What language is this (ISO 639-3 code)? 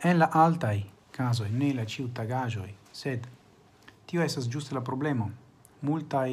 epo